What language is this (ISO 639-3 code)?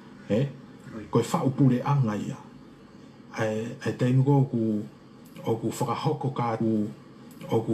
ton